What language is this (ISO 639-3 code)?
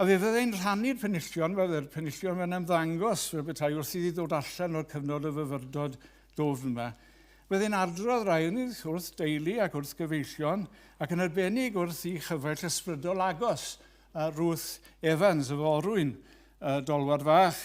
cym